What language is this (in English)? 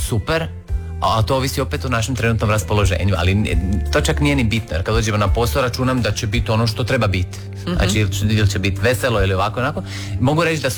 Croatian